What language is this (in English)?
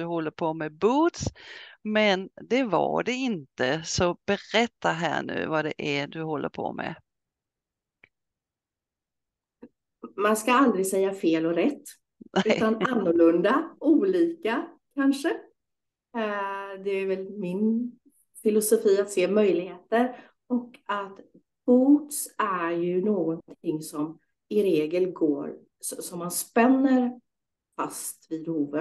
Swedish